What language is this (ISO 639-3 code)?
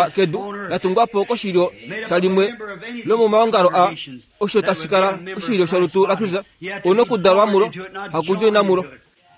kua